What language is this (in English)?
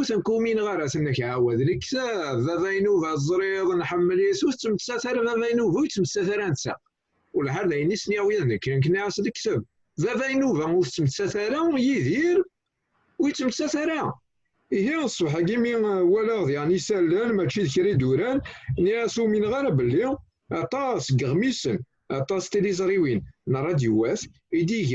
Kabyle